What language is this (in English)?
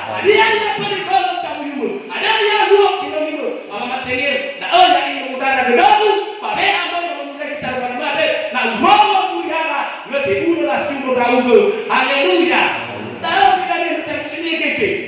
Nias